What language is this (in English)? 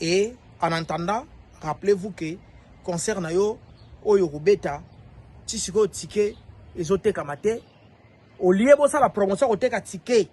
Lingala